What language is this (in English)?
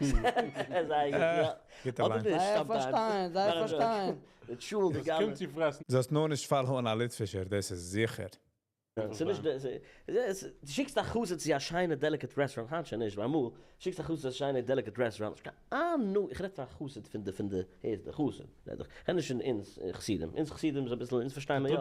Yiddish